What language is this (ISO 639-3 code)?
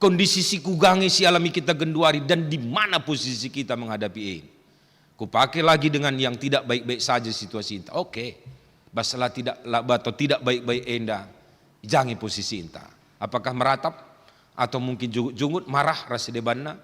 btx